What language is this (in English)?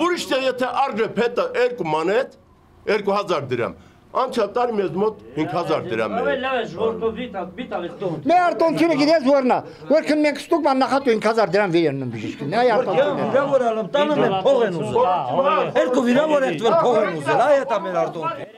Armenian